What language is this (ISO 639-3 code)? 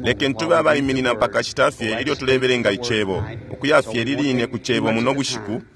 bem